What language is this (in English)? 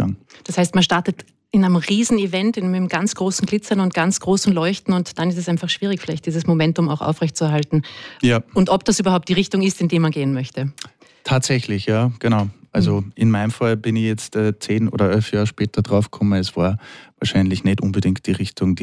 German